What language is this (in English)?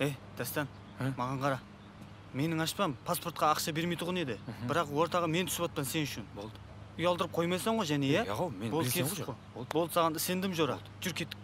Kara-Kalpak